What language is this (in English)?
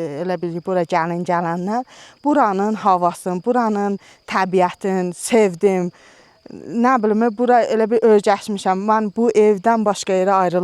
Azerbaijani